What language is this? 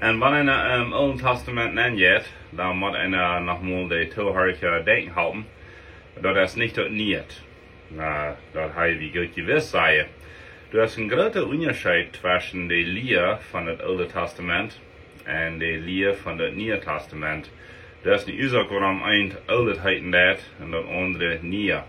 Plautdietsch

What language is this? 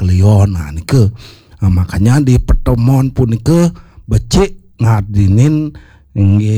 Balinese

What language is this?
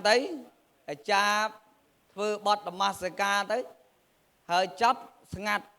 Khmer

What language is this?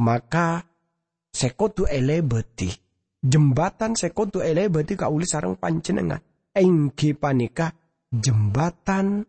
Madurese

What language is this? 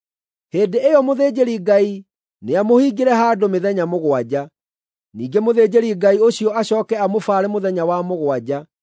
Kikuyu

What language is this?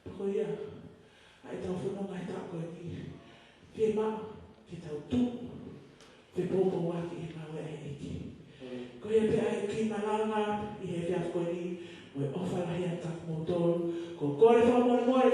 Tongan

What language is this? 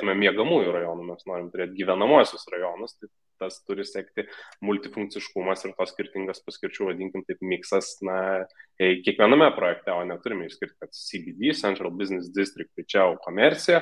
Lithuanian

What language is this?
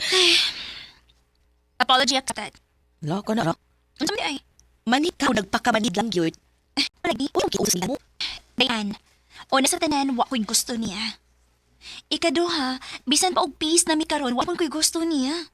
Cebuano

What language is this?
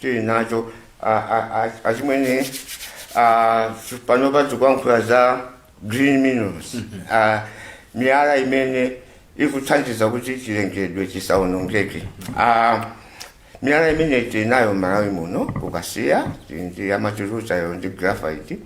Nyanja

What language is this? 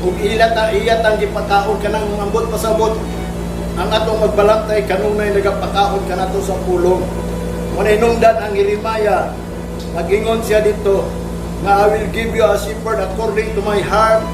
Cebuano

